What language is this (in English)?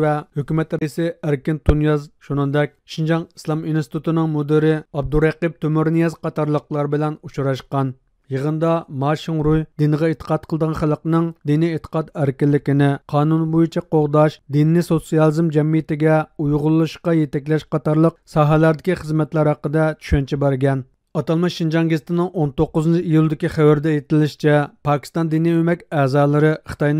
Uyghur